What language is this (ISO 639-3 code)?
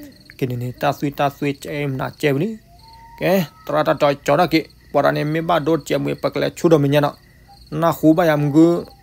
ksw